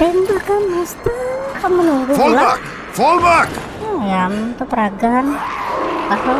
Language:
Banjar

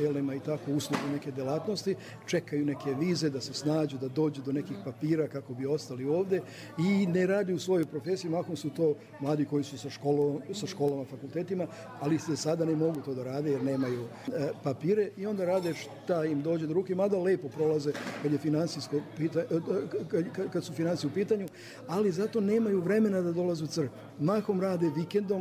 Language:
Serbian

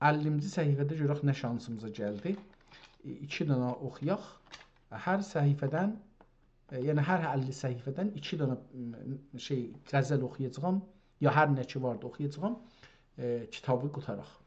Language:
South Azerbaijani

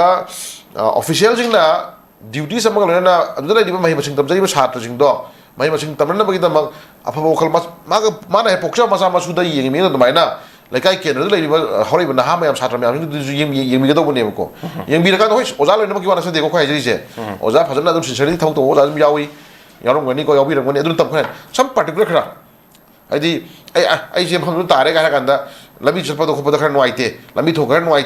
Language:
Manipuri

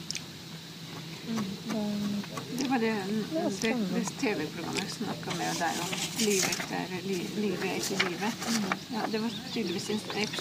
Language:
Norwegian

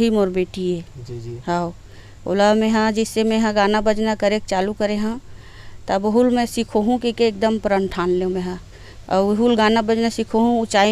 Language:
Chhattisgarhi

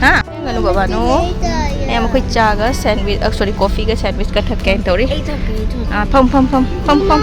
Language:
Manipuri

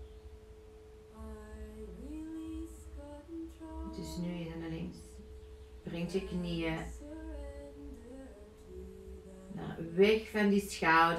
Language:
Dutch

